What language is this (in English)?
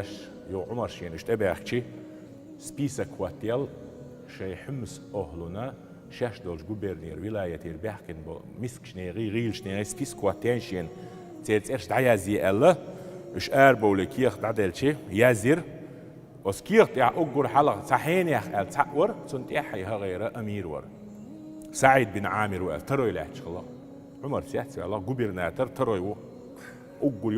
Chechen